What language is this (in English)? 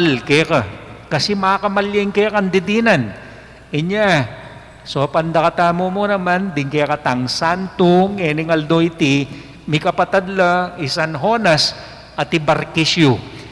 Pampanga